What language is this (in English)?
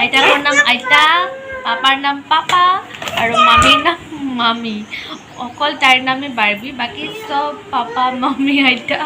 Assamese